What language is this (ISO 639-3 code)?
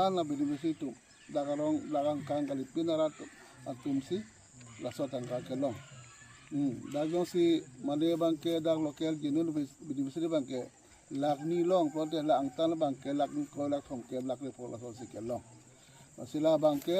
mjw